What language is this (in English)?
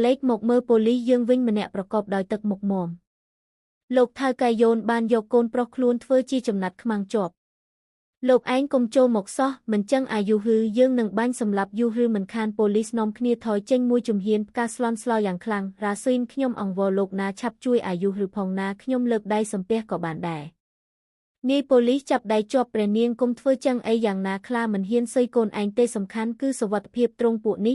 Khmer